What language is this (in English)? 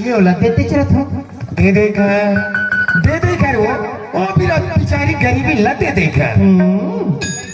Chhattisgarhi